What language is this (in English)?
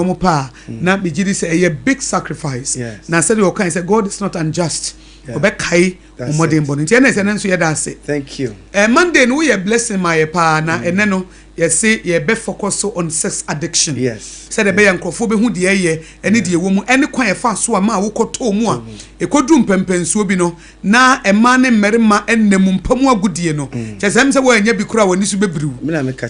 Akan